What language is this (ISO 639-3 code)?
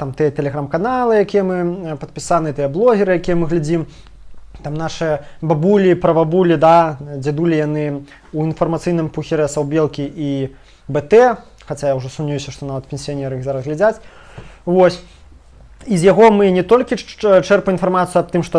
bel